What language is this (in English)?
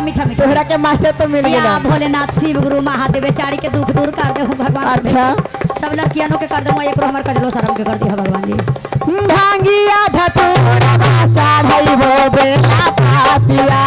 Magahi